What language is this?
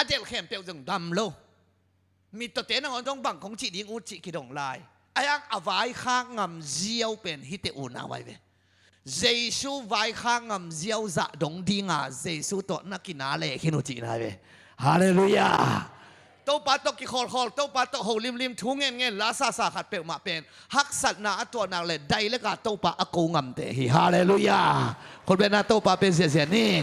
Tedim Chin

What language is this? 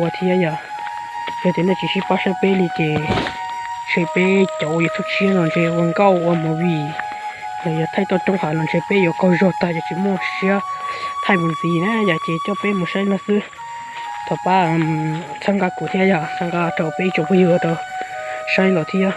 Hmong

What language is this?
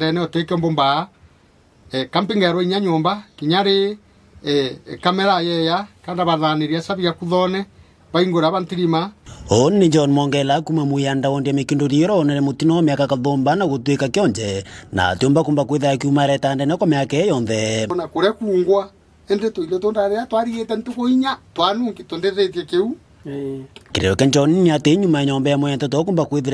Meru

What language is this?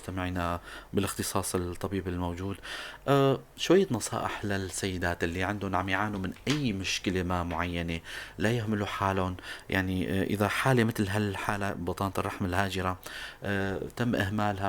North Levantine Arabic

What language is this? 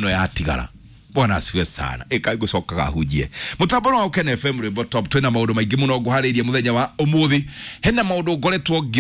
Kikuyu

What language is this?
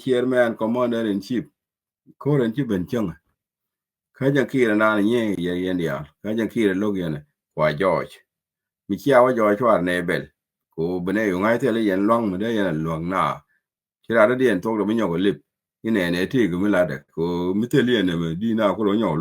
Nuer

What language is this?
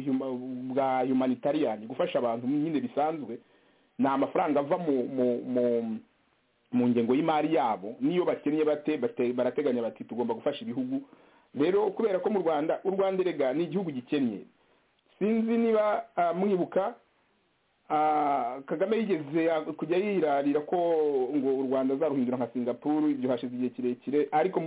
Kinyarwanda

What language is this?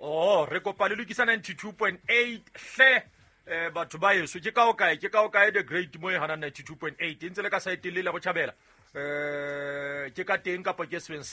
Southern Sotho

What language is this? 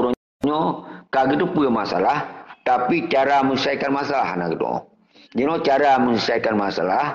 Achinese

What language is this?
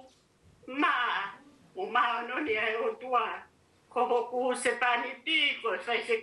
Tongan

